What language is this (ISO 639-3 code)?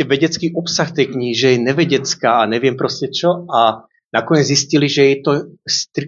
slk